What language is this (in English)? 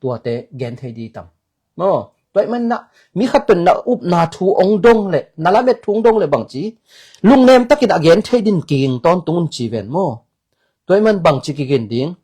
Tedim Chin